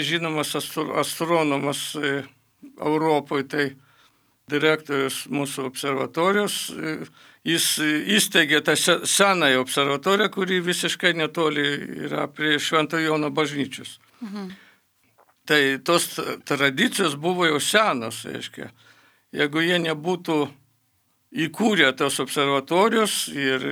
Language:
Lithuanian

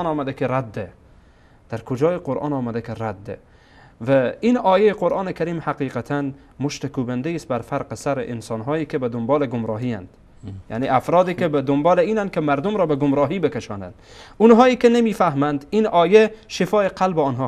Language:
Persian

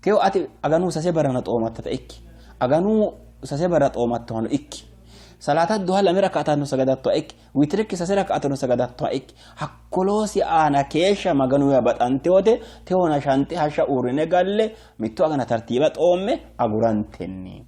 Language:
Sidamo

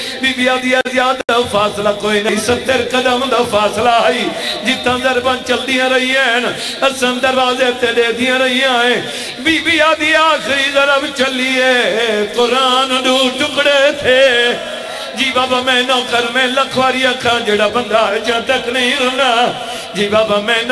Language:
Saraiki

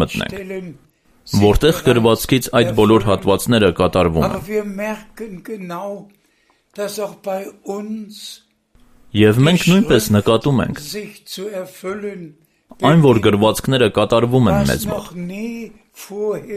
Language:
Armenian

